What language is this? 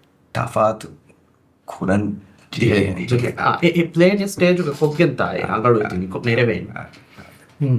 Divehi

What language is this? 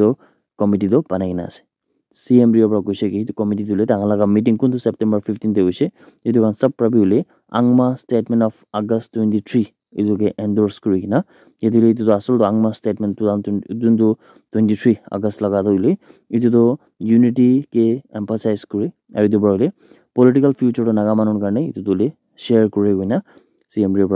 Naga Pidgin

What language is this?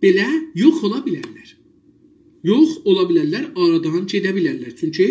South Azerbaijani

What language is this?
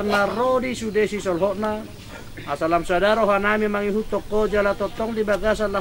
Batak Toba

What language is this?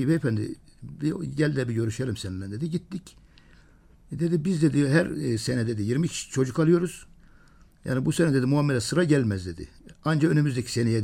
Turkish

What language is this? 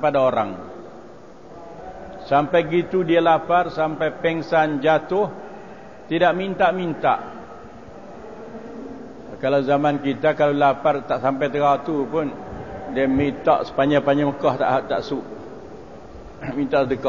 Malay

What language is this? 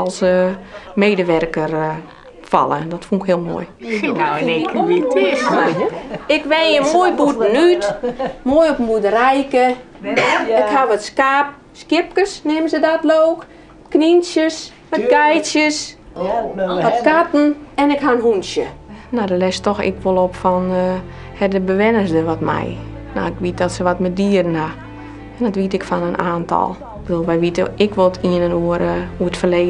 Western Frisian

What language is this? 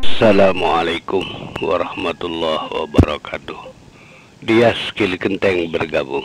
Madurese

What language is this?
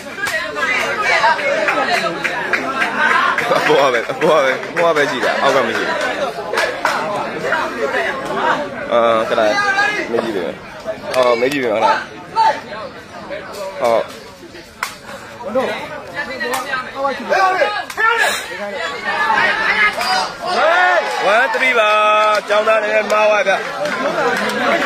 Burmese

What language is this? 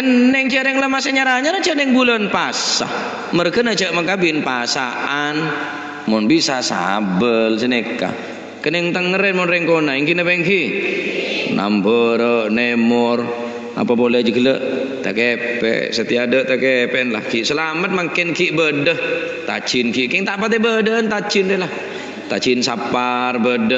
Madurese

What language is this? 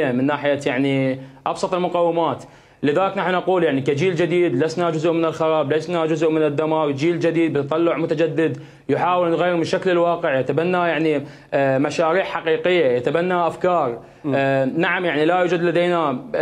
Mesopotamian Arabic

